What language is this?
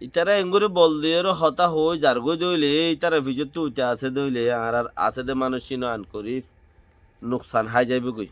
Rohingya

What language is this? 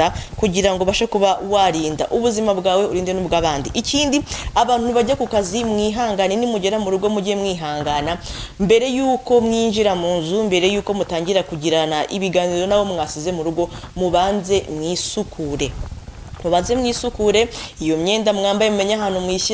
Kinyarwanda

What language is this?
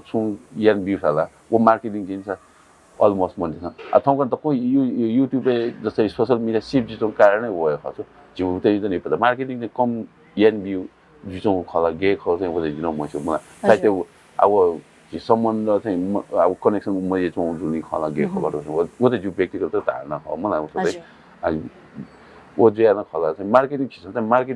Newari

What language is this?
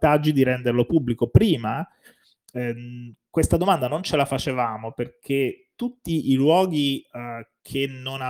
Italian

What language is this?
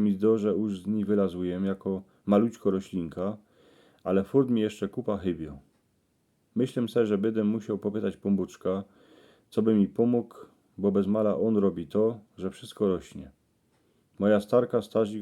Silesian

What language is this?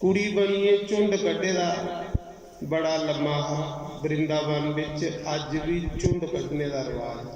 Dogri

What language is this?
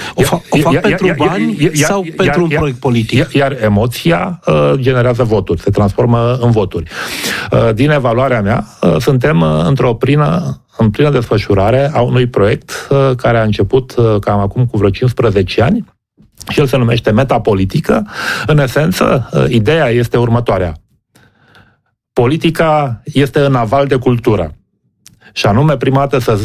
Romanian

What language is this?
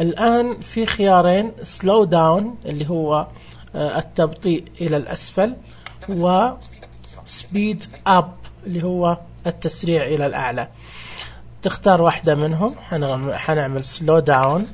Najdi Arabic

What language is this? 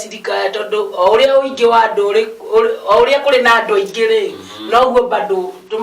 Kikuyu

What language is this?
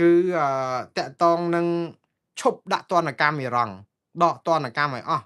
Khmer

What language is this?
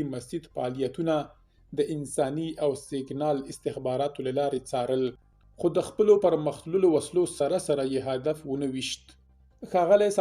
Pashto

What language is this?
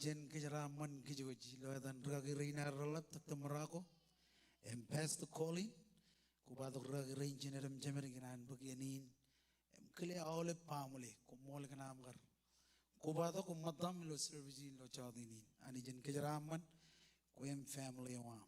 Marshallese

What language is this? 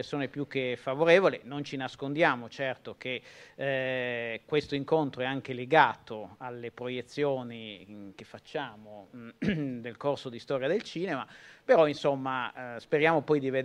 Italian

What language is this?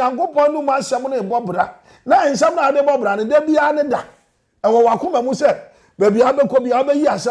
Akan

